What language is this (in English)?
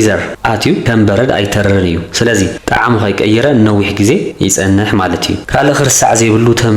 Tigrinya